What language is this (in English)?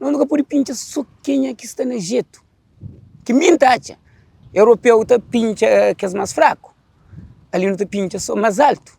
Kabuverdianu